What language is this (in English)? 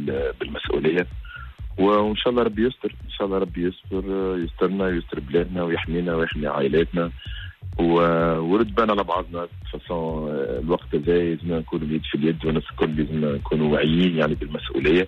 Tunisian Arabic